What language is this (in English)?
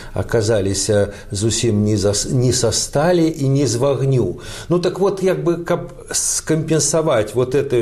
Belarusian